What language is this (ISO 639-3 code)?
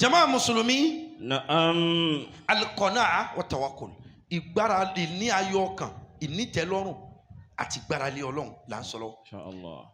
yor